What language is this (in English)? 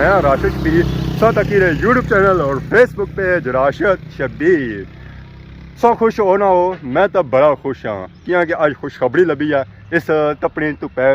Pahari-Potwari